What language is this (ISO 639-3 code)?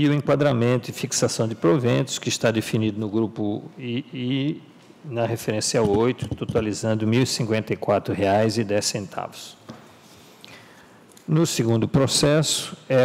por